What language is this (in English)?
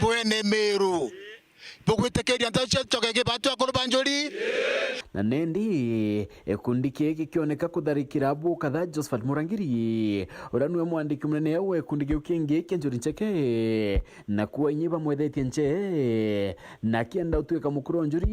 Meru